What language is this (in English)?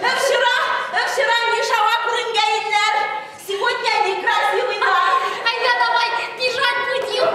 Bashkir